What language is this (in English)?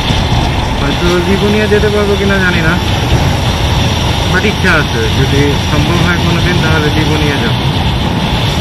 Bangla